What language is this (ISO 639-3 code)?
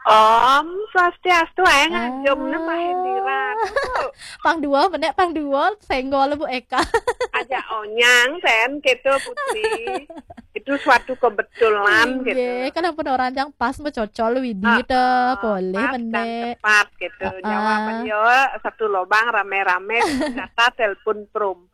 ban